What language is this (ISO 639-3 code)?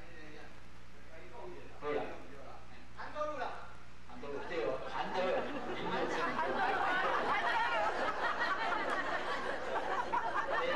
nan